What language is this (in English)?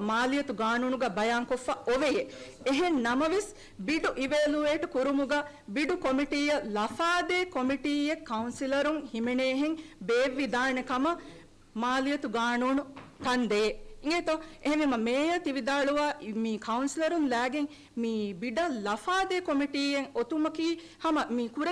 Divehi